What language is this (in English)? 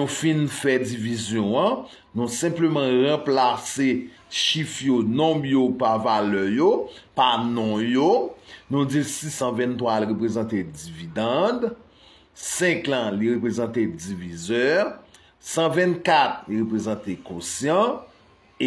Haitian Creole